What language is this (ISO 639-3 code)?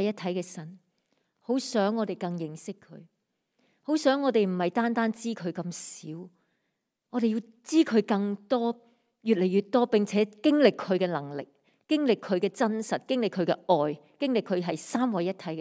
yue